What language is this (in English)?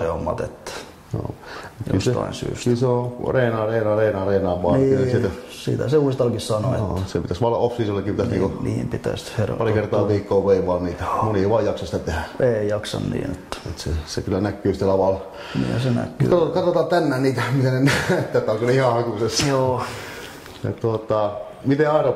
Finnish